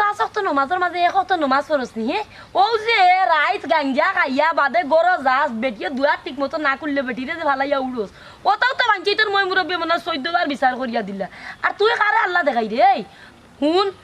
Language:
Sylheti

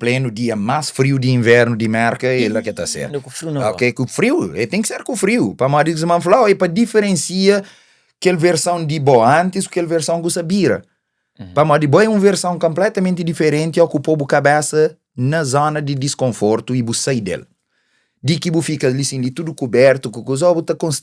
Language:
Kabuverdianu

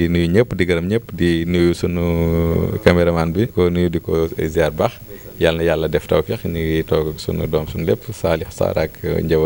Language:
Wolof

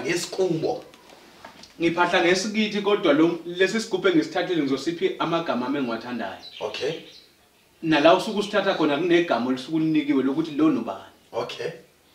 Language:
Zulu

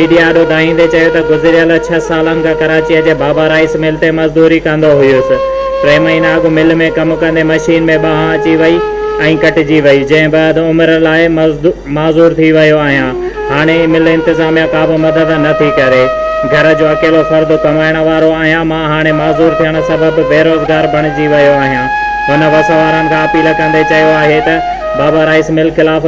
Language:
Sindhi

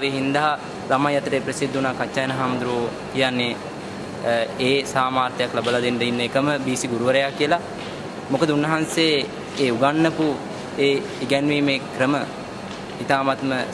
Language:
Sinhala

